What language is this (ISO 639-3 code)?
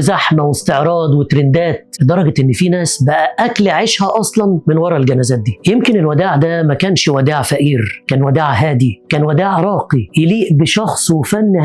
arz